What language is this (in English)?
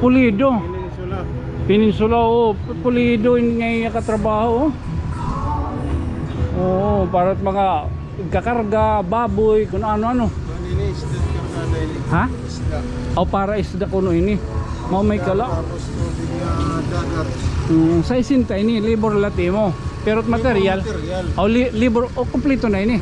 Waray